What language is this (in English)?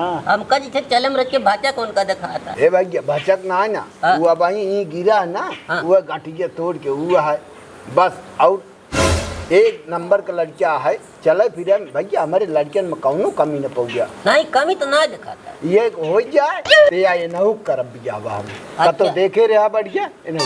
Awadhi